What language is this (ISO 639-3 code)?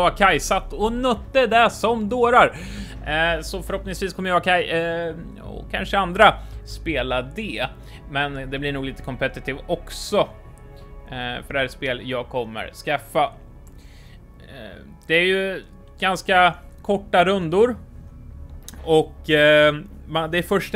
swe